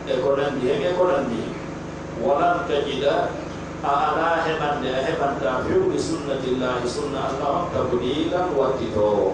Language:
Pular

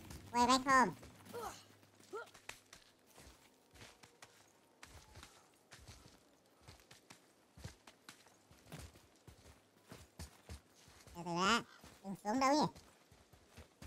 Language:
Vietnamese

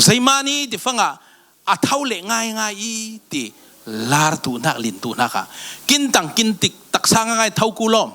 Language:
Falam Chin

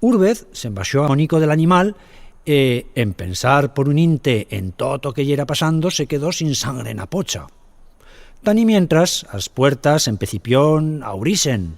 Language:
Aragonese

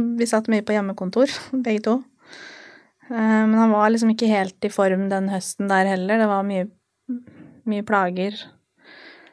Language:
Norwegian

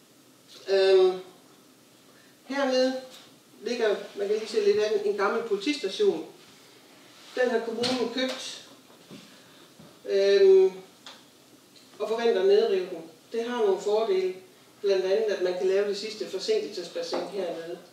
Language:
Danish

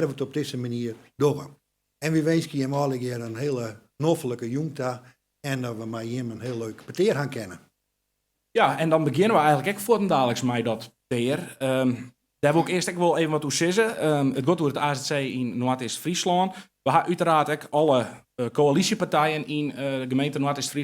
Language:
Western Frisian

